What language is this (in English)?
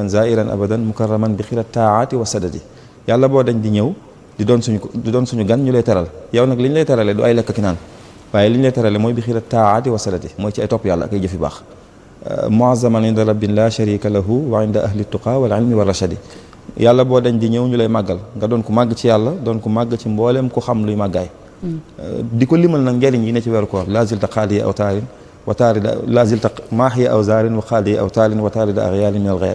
Wolof